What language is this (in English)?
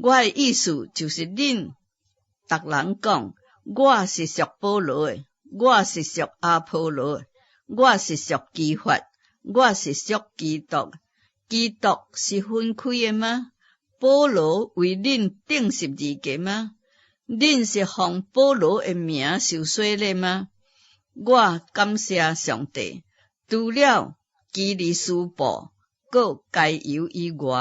Min Nan Chinese